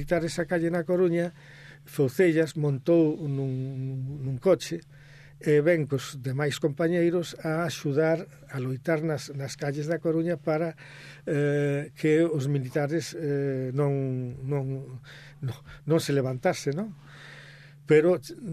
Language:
Galician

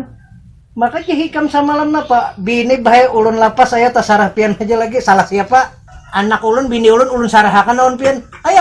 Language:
Banjar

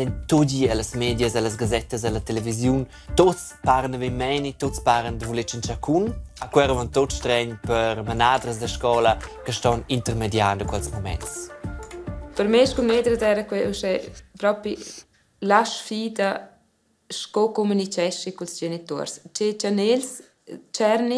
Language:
Romansh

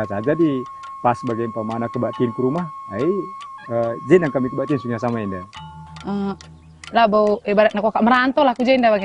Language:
Batak Karo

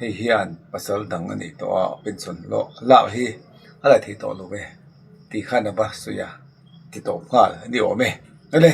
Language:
Mizo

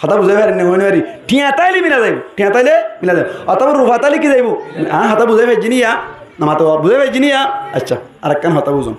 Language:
Rohingya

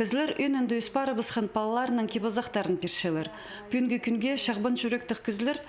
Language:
Khakas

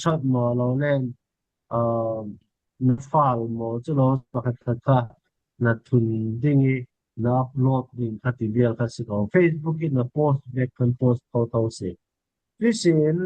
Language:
Falam Chin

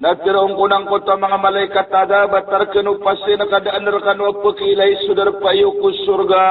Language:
Maranao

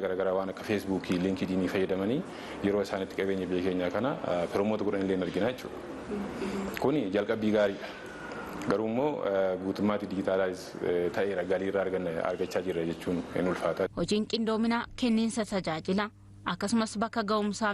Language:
Oromo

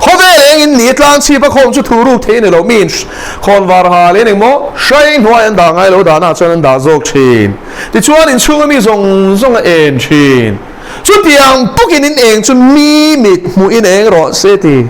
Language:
Mizo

